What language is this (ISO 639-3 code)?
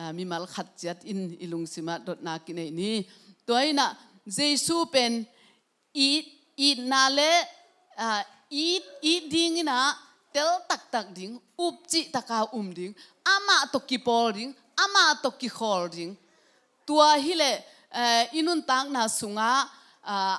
ctd